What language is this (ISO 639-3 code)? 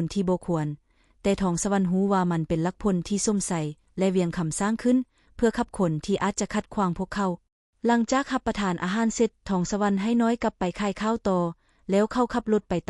lao